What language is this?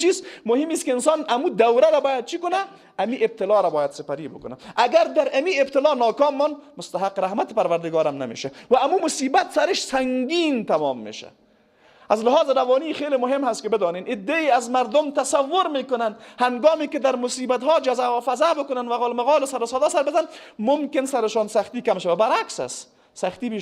Persian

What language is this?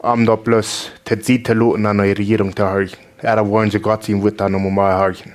Plautdietsch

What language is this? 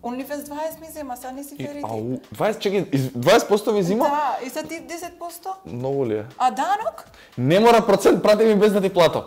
Macedonian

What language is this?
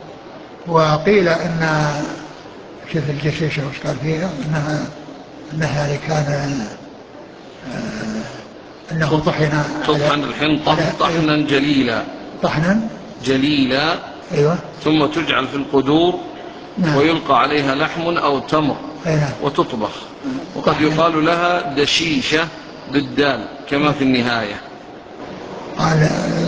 Arabic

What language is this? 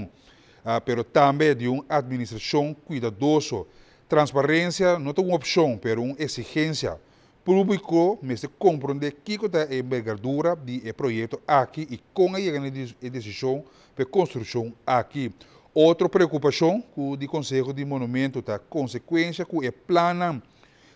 Papiamento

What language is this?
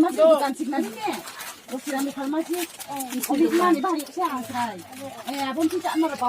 Riang (India)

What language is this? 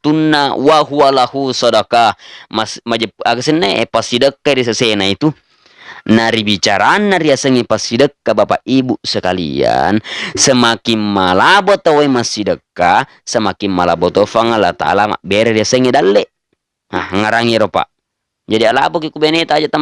Buginese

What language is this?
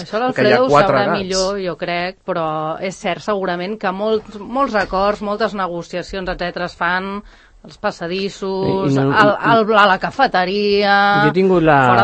Catalan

